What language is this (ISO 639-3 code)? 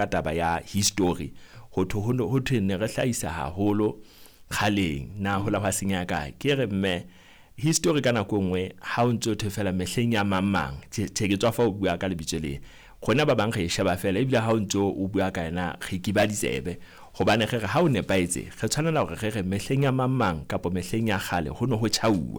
sot